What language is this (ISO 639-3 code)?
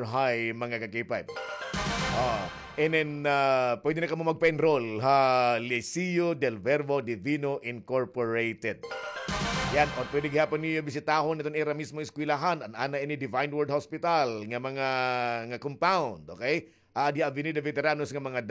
war